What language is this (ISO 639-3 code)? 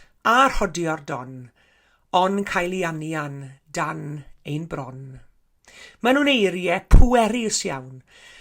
cym